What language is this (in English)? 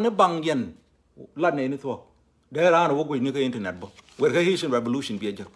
Nuer